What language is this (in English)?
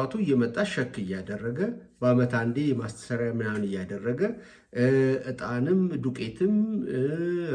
Amharic